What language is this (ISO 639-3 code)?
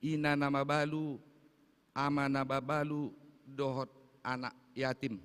bbc